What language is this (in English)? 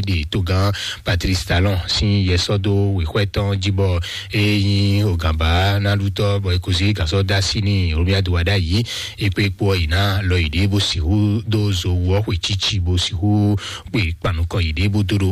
Fon